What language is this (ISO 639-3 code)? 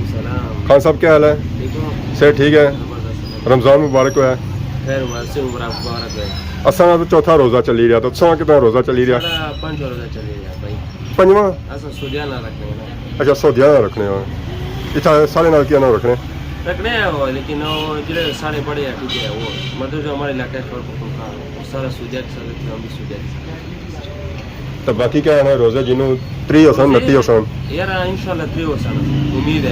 phr